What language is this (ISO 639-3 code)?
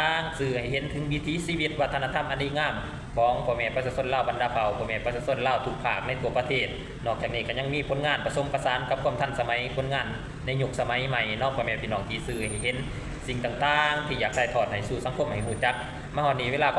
lao